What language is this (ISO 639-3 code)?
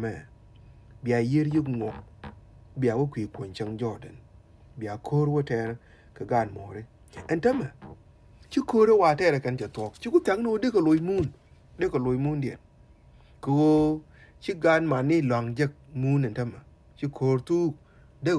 nus